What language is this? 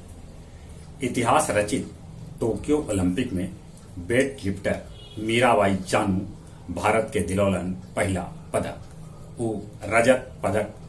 Magahi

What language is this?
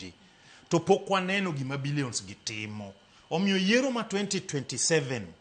Luo (Kenya and Tanzania)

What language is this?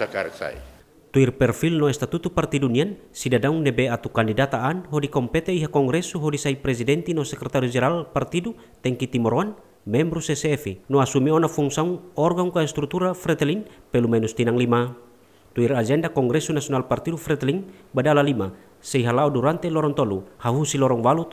Tetum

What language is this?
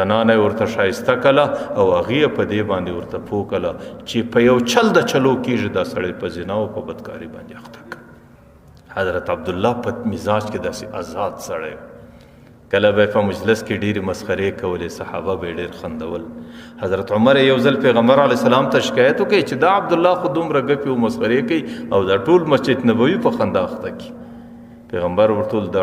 Pashto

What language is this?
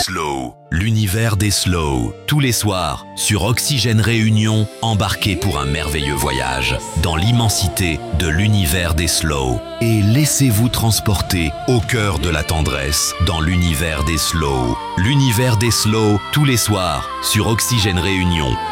French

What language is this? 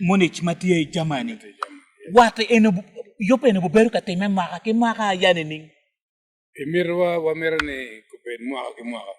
Acoli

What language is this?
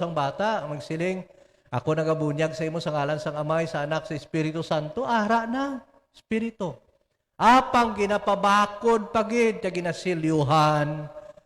Hiligaynon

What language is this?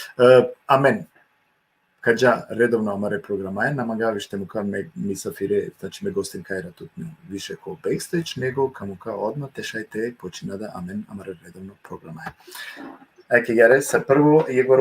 Balkan Romani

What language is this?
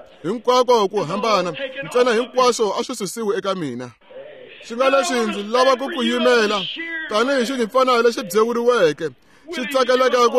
Tsonga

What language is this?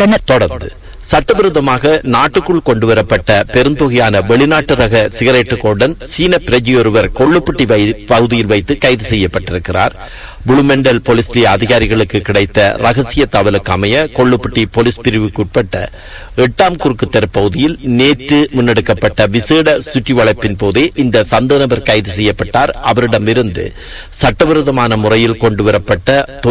Tamil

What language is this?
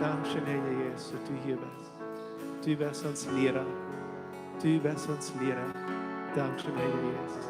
Plautdietsch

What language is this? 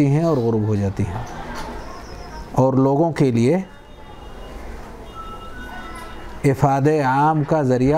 Urdu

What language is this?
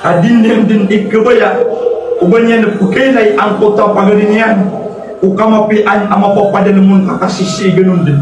Maranao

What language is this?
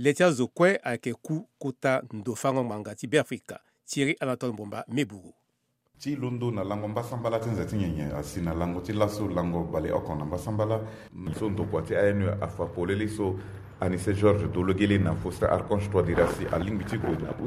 Sango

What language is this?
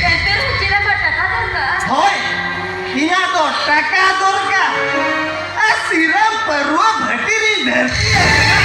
Santali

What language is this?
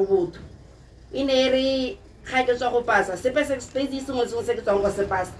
Tswana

